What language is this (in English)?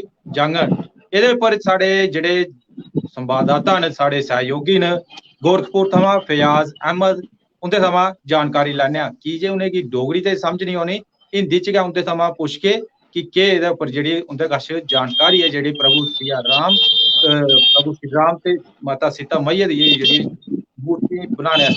Dogri